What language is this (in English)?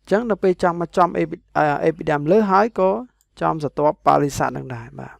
Khmer